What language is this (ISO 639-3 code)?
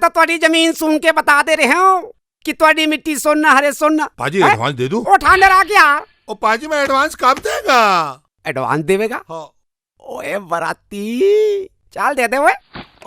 hne